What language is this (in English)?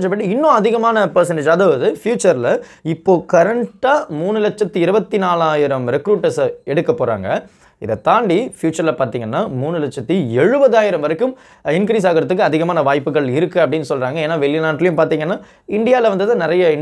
Tamil